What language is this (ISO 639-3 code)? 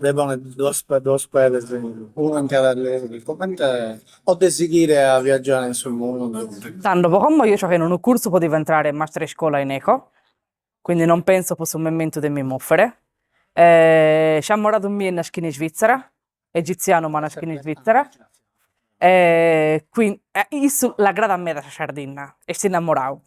srd